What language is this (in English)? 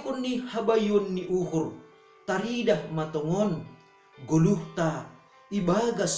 Batak Simalungun